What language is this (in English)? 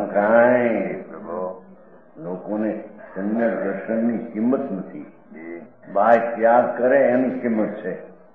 Gujarati